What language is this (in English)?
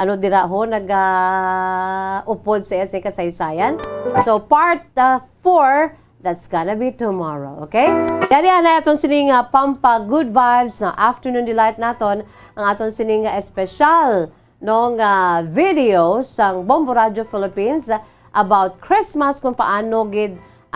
Hiligaynon